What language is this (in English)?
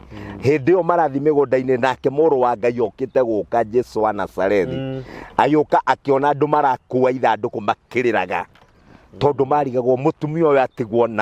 Kikuyu